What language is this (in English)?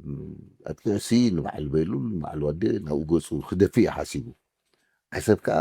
Tigrinya